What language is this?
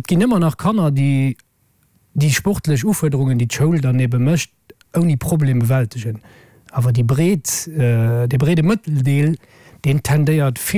Luxembourgish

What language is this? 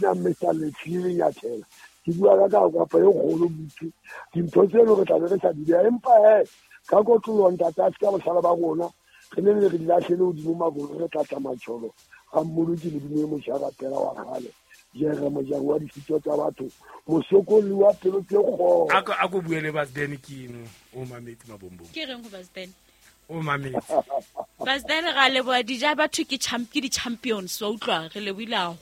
Southern Sotho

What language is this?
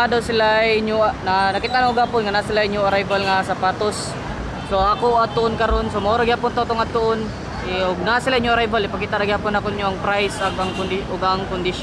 Cebuano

